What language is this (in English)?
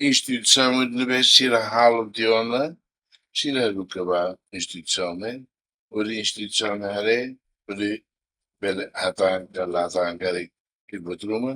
Tetum